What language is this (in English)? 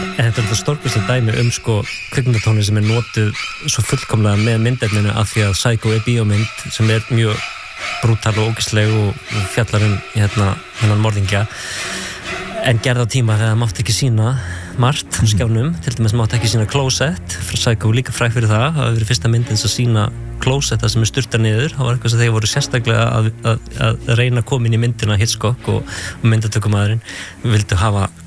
Icelandic